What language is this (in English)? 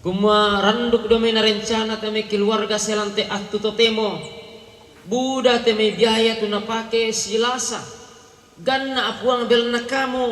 Toraja-Sa'dan